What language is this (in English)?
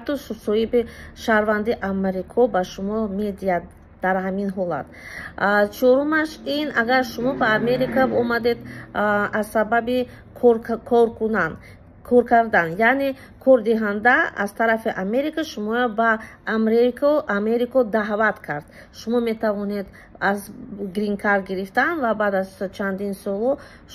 Tajik